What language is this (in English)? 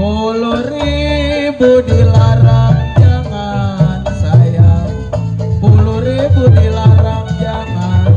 Betawi